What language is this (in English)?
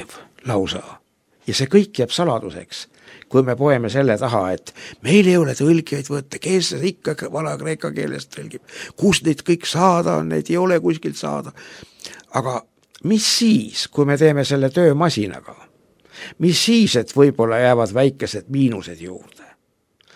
Estonian